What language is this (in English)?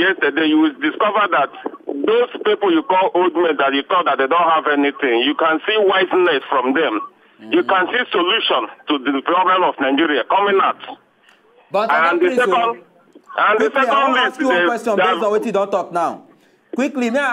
Nigerian Pidgin